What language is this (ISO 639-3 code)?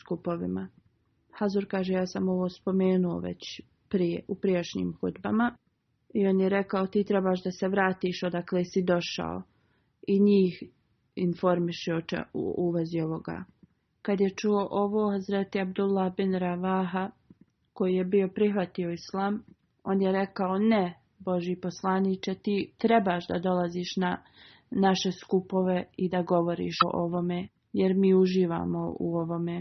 bos